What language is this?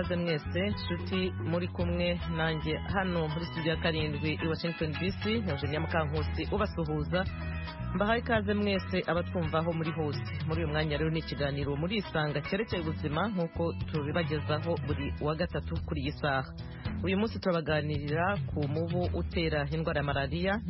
Kinyarwanda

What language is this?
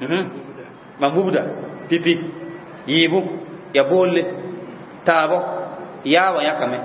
Mossi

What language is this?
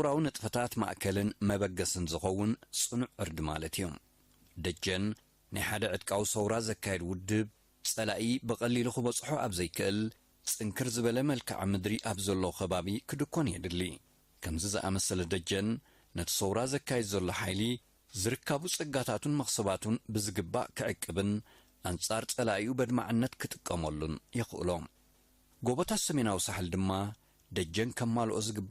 Tigrinya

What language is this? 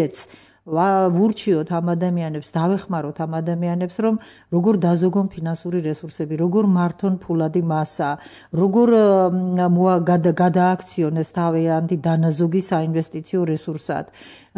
Georgian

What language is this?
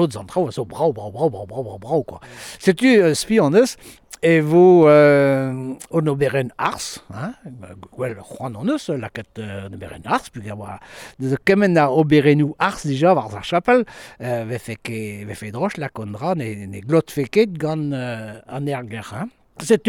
Breton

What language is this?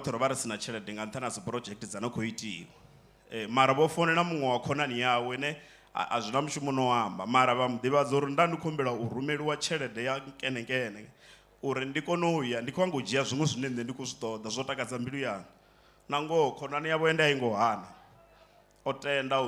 Venda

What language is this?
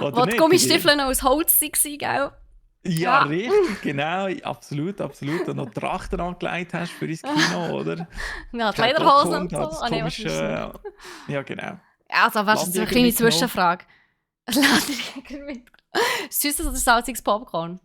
Swiss German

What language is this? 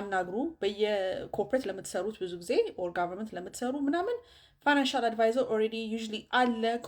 Amharic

